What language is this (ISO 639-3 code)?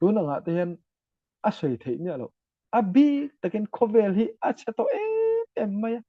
lus